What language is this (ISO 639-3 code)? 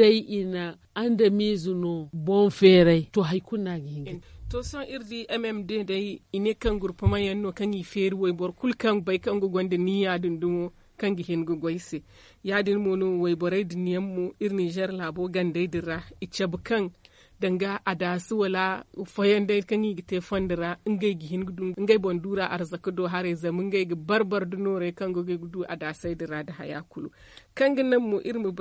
dje